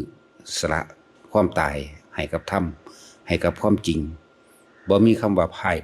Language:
Northeastern Thai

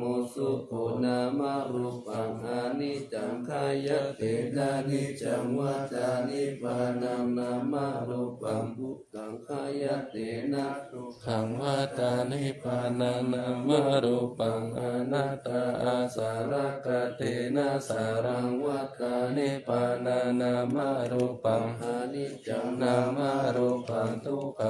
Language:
Pali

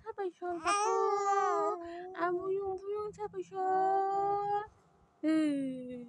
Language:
Kok Borok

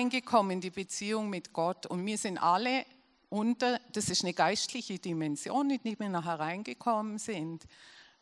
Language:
Swiss German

